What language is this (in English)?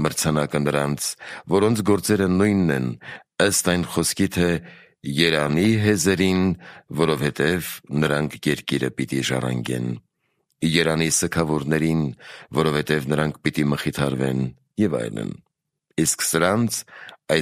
Armenian